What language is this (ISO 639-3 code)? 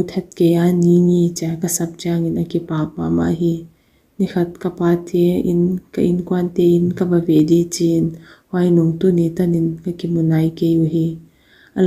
pck